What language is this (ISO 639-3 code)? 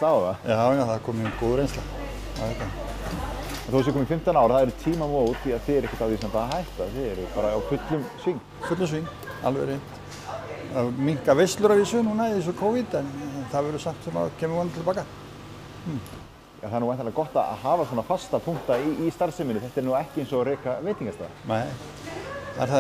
isl